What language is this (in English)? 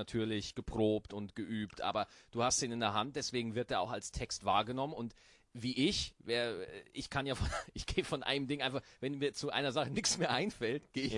German